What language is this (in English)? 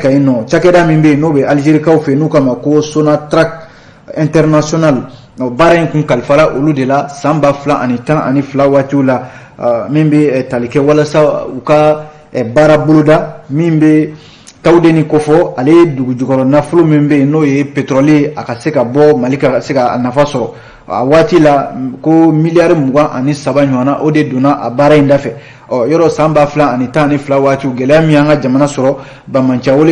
Bambara